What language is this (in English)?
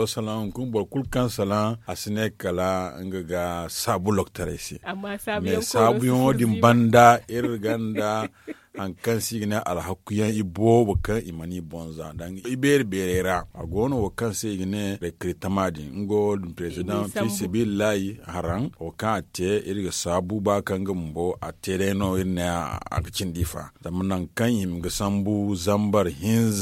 Zarma